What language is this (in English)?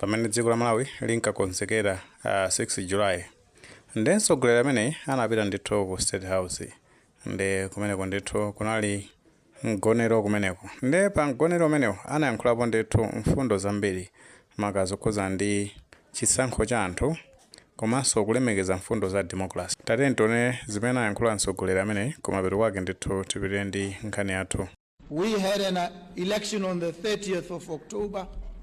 Nyanja